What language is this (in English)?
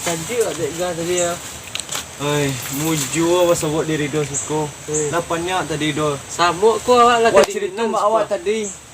Minangkabau